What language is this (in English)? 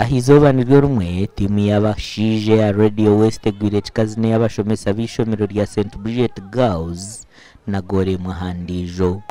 Nyankole